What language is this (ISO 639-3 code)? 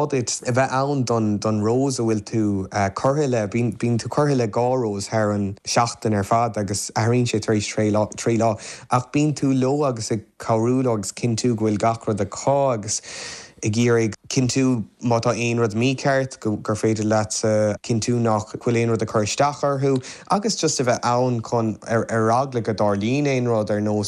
gle